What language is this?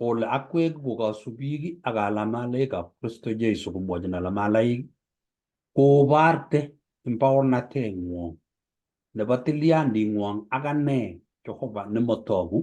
Kalenjin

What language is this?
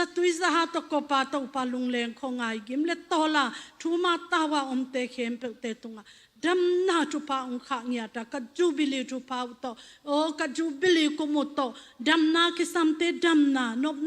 Tedim Chin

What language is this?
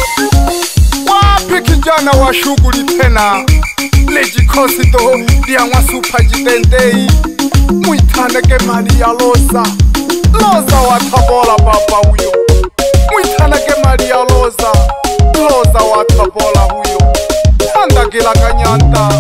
Swahili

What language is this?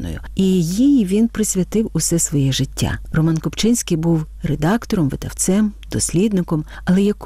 Ukrainian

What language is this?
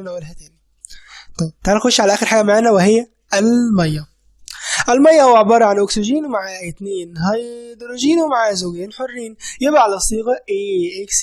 Egyptian Arabic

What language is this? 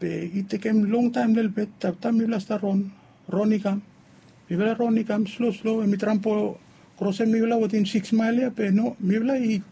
Bislama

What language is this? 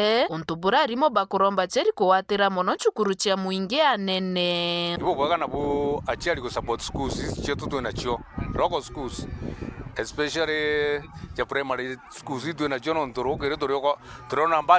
Meru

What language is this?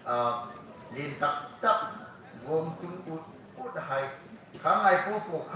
Hmar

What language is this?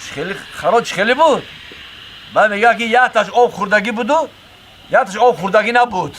Tajik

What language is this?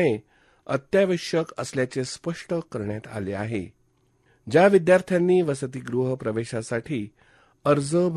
Marathi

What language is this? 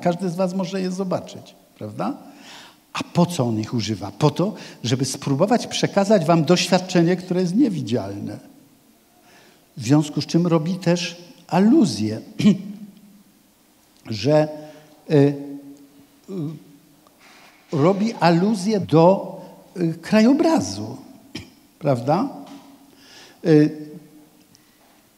Polish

